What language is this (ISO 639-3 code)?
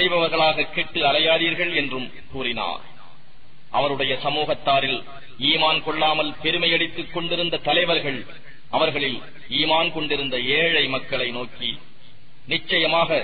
tam